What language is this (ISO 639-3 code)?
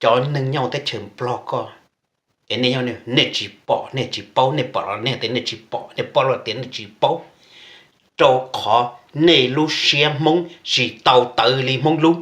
hmn